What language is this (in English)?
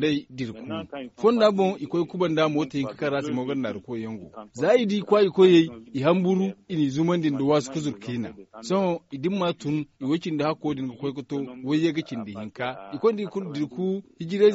Zarma